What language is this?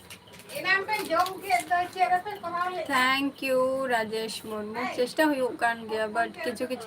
Santali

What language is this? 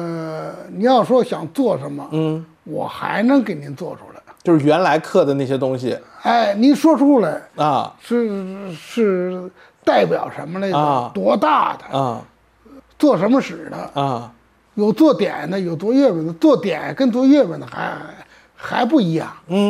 Chinese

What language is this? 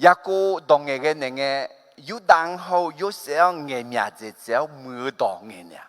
Akha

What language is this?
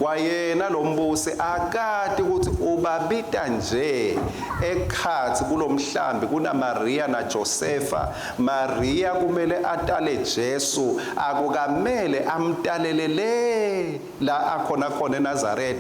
Swati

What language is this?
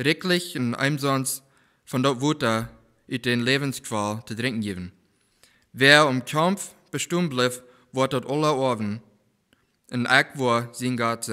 Plautdietsch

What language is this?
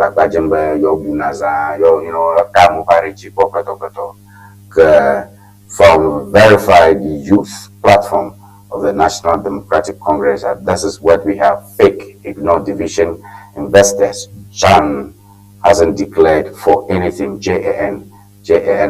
Ewe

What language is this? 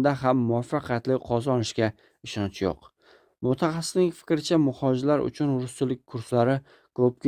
Uzbek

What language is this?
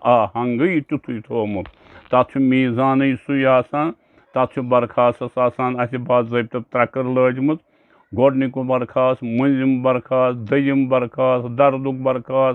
Kashmiri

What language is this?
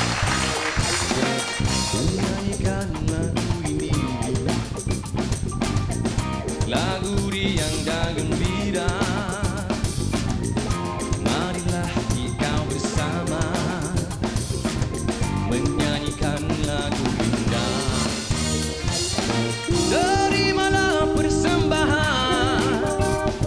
Malay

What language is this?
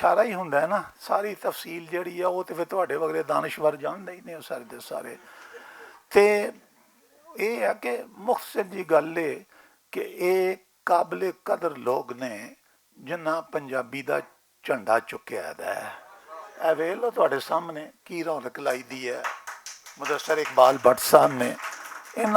Western Panjabi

